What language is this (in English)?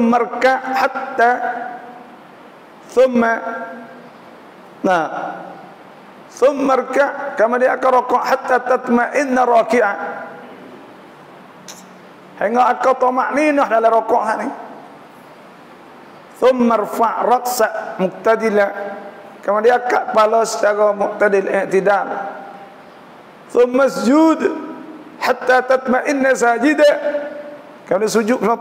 Malay